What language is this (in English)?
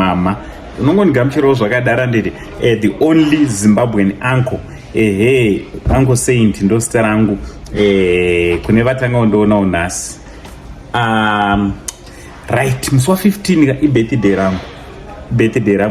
Shona